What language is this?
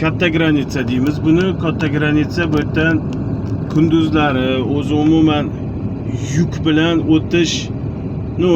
Uzbek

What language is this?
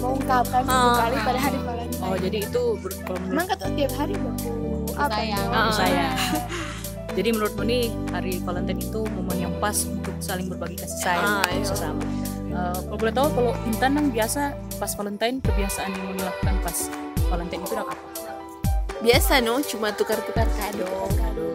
Manado Malay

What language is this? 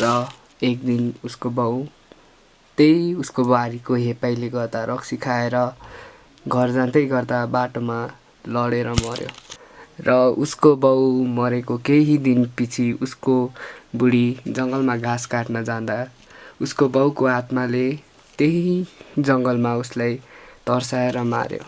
Nepali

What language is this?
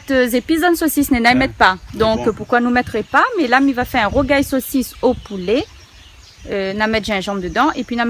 Réunion Creole French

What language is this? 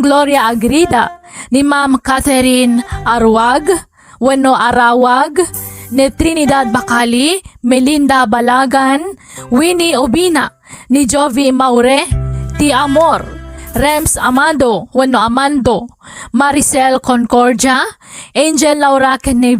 Iloko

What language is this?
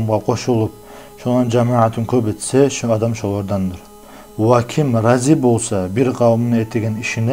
Kumyk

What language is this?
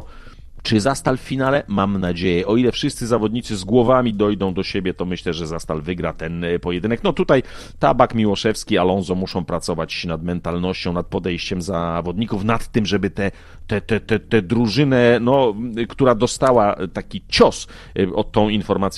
Polish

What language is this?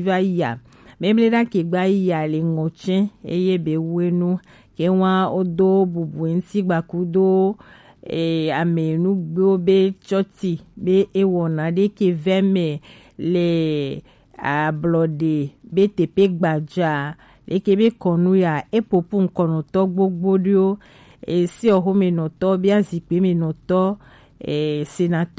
Gen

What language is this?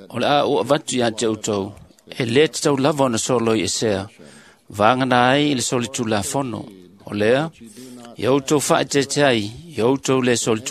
Samoan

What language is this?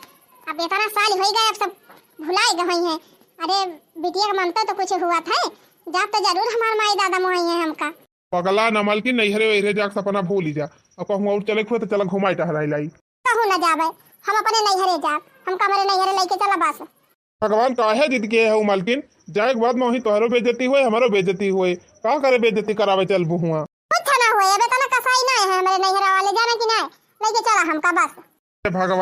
Awadhi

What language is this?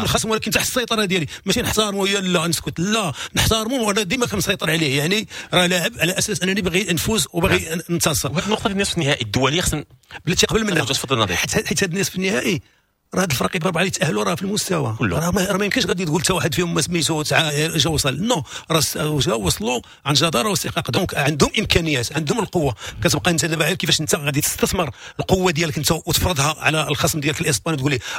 Moroccan Arabic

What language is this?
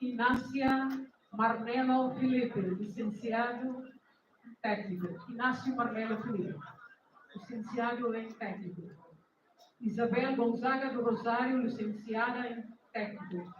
Tetum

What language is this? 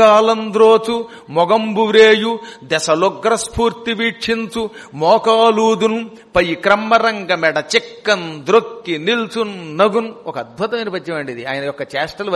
Telugu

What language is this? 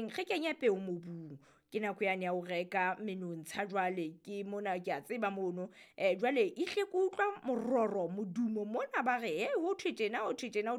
Southern Sotho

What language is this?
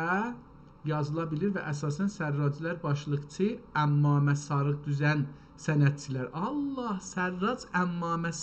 South Azerbaijani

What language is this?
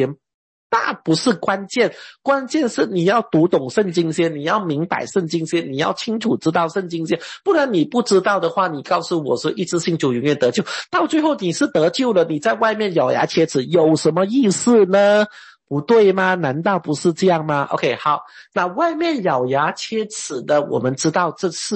Chinese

